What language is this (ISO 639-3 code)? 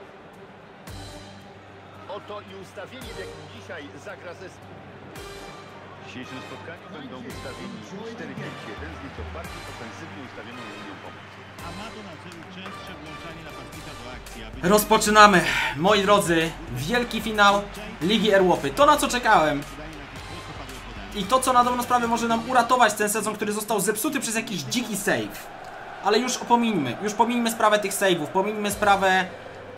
pol